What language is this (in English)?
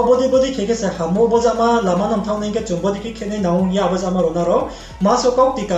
Riang (India)